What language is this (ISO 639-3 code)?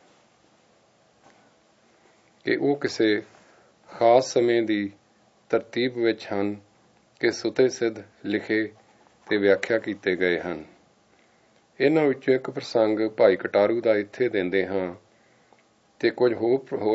pan